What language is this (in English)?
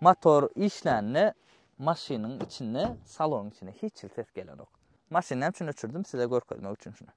Turkmen